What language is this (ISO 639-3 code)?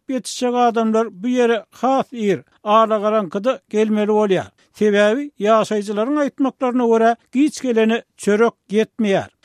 tuk